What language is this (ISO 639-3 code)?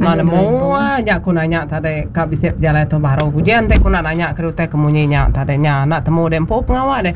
iba